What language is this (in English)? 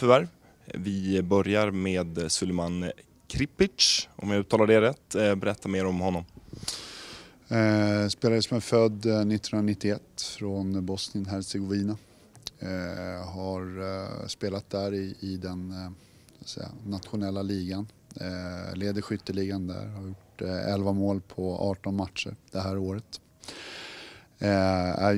Swedish